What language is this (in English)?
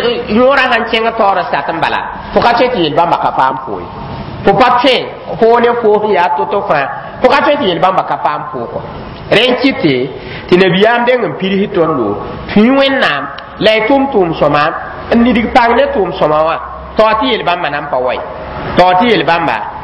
Mossi